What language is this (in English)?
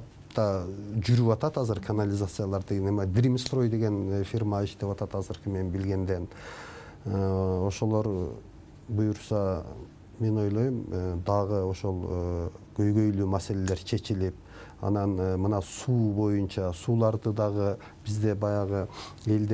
Kyrgyz